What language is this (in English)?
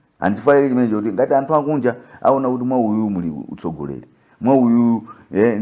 Nyanja